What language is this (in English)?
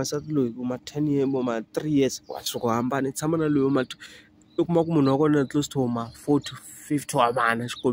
Tsonga